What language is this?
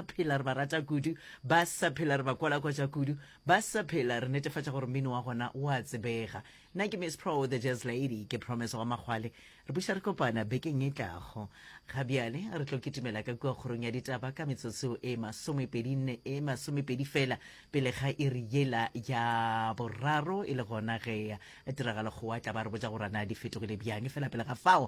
Northern Sotho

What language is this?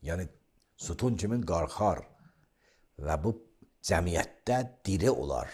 Azerbaijani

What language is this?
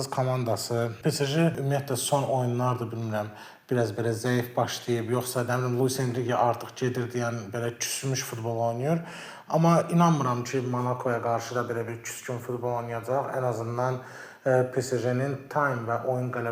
Azerbaijani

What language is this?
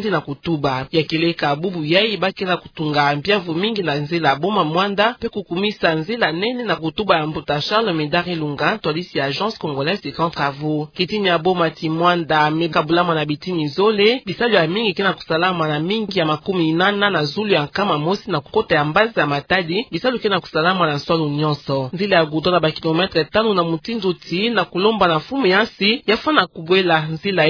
Kituba (Democratic Republic of Congo)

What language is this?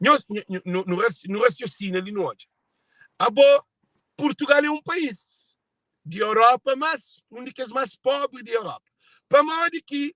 Kabuverdianu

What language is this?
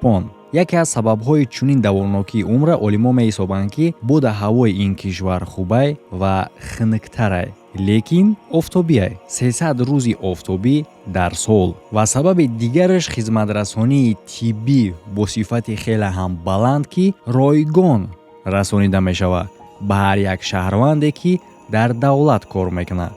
Tajik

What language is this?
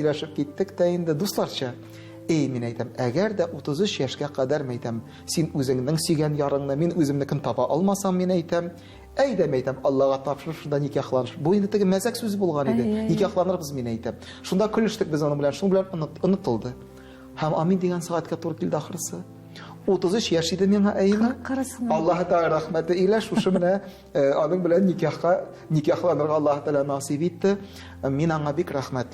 Tatar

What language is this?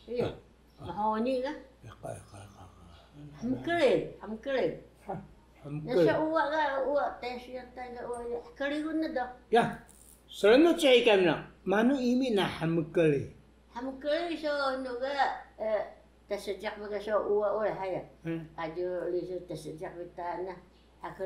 Taroko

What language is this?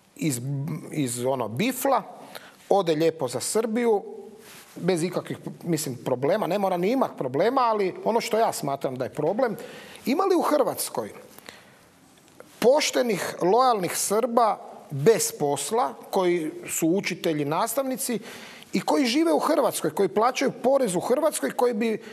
Croatian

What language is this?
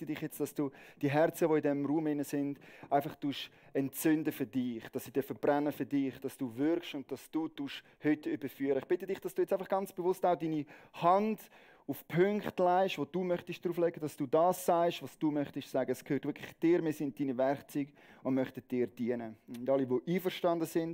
Swiss German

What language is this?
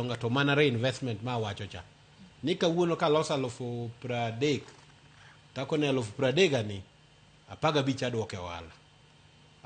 Luo (Kenya and Tanzania)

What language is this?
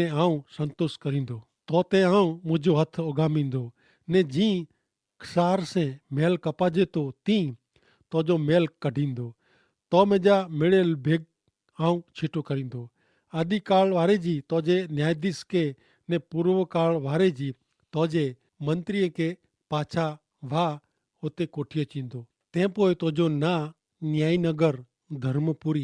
Kachhi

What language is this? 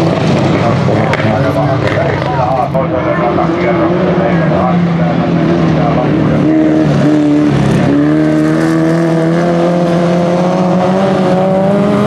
Finnish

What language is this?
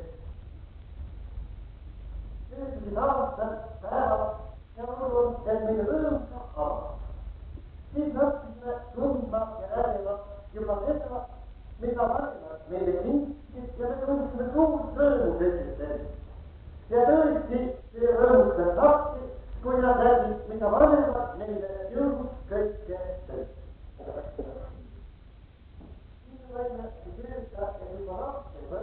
Estonian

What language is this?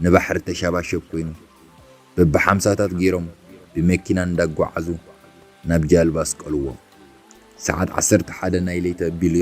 Tigrinya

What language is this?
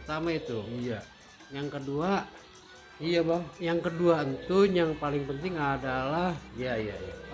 Betawi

